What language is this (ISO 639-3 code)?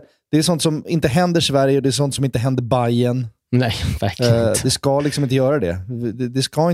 swe